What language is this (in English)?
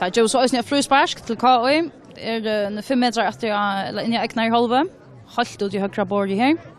Faroese